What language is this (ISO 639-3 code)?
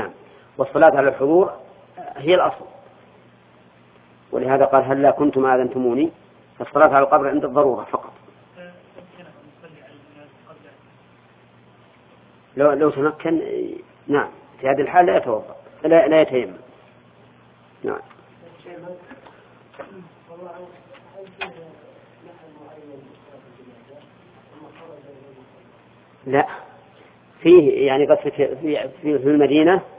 ara